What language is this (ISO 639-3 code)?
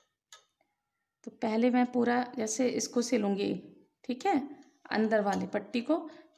hin